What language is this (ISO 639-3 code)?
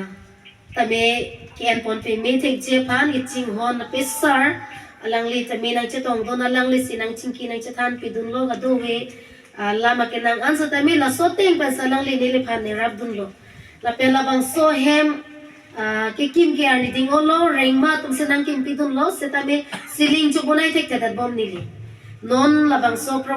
mjw